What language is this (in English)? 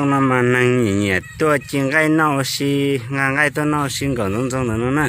Hmong